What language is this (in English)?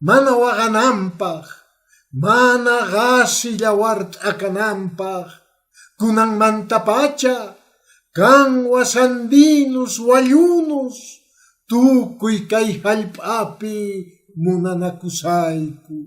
Quechua